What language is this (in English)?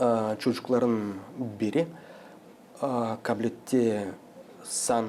Gagauz